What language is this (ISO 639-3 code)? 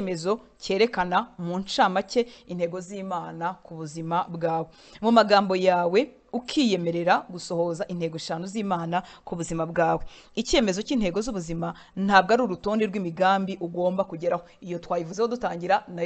kin